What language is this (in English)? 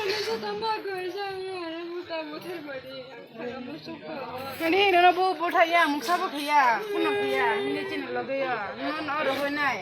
Kok Borok